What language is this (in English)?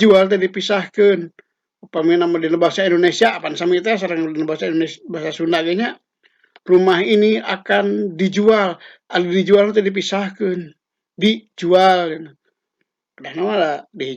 Sundanese